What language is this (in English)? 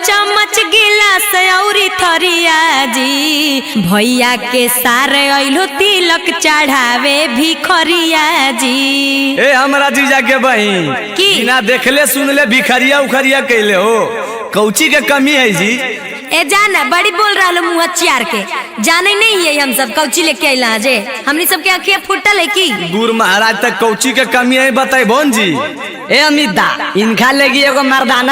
Magahi